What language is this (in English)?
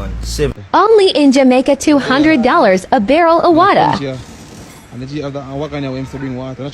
Jamaican Creole English